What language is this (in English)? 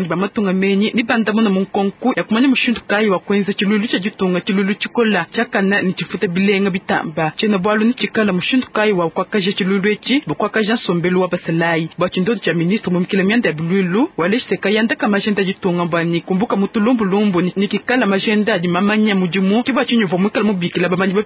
Luba-Lulua